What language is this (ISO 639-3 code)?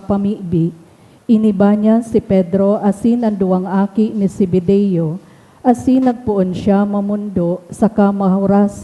bik